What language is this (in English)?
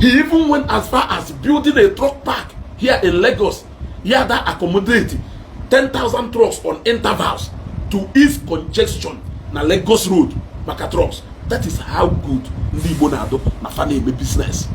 Igbo